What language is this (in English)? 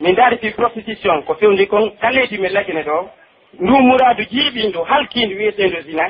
Pular